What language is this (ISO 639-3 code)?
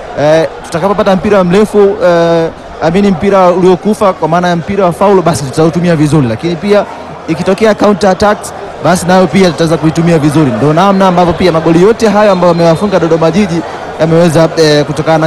swa